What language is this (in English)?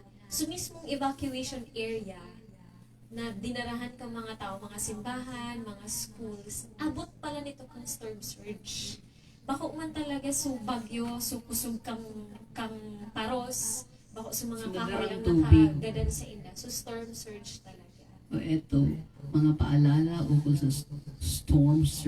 Bikol